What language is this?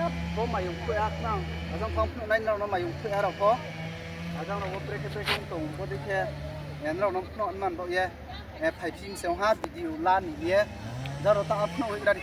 Riang (India)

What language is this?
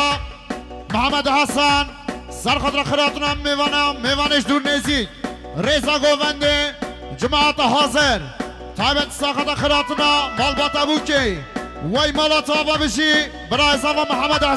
Kurdish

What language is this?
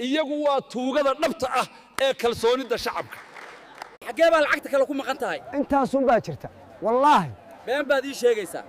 Somali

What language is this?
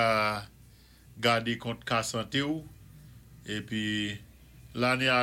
Saint Lucian Creole French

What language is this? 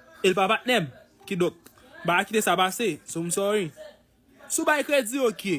Haitian Creole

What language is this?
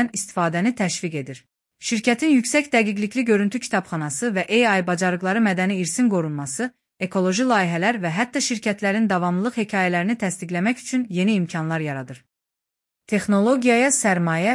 Azerbaijani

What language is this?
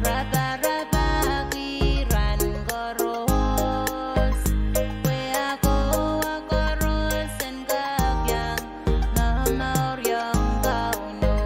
Pohnpeian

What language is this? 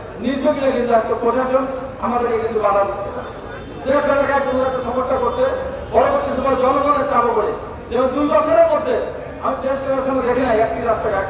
Bangla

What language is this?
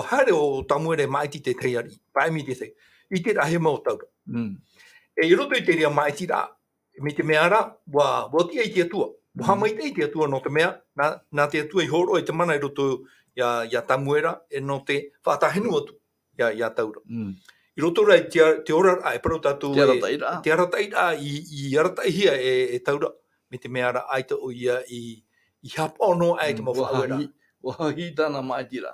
Tahitian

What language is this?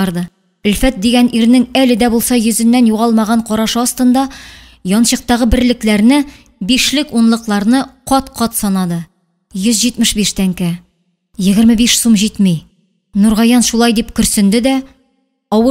Tatar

